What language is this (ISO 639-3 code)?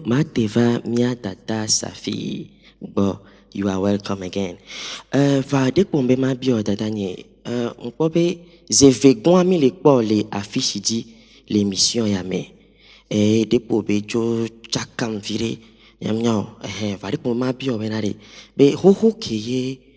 ewe